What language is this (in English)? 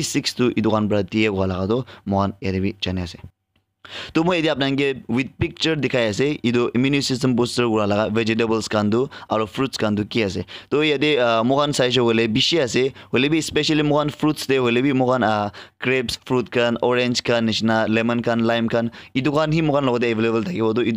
Naga Pidgin